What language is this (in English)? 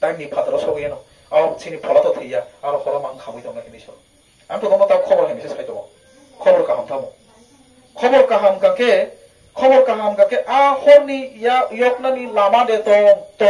Kok Borok